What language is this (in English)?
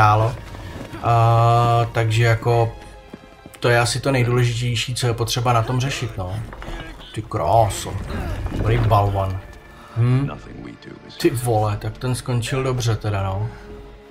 Czech